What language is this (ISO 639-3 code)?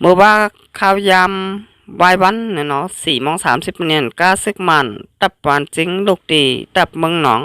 shn